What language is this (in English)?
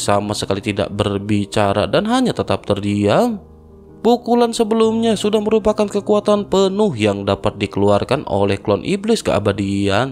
Indonesian